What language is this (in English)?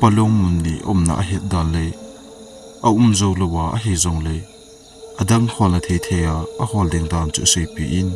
Thado Chin